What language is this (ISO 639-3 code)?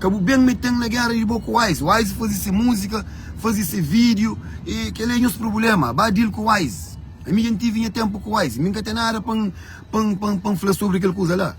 kea